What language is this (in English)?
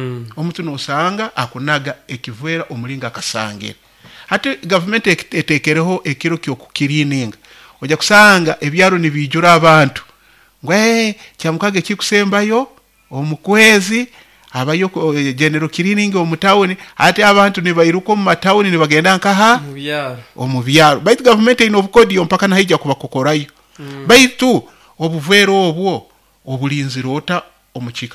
Nyoro